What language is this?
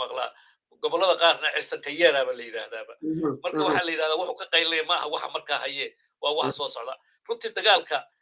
Somali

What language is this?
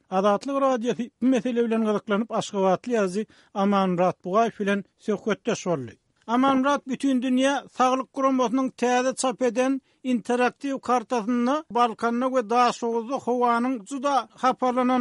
Turkmen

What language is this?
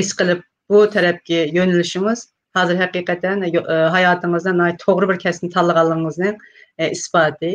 Uyghur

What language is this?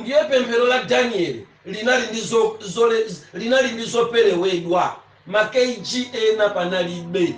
Nyanja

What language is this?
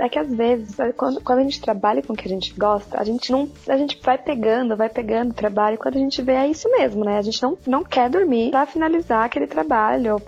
Portuguese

